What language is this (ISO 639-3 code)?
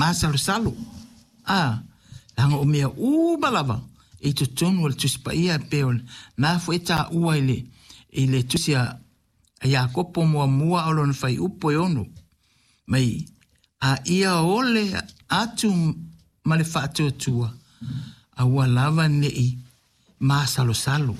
smo